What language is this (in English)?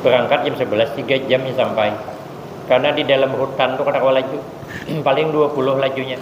Banjar